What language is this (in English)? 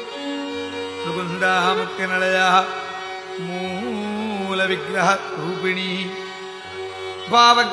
Sanskrit